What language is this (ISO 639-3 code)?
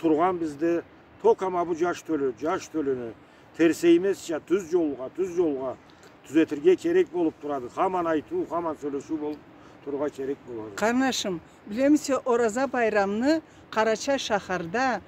krc